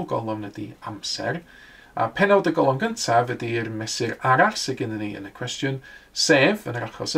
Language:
Welsh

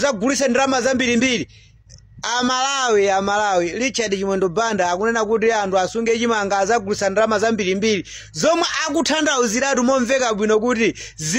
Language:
Nyanja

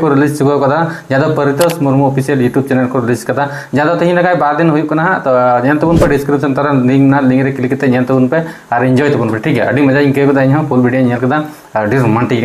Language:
Santali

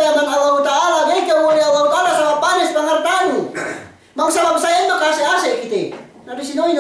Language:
Yakan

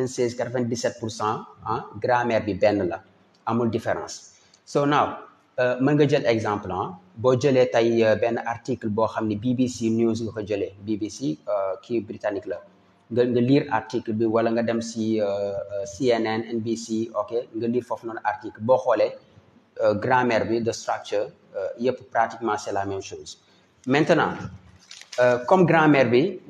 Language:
Wolof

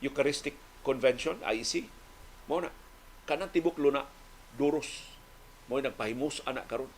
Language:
Cebuano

